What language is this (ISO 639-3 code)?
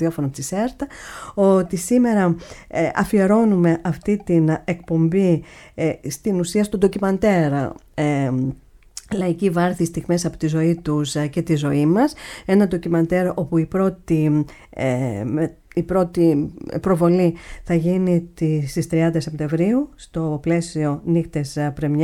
ell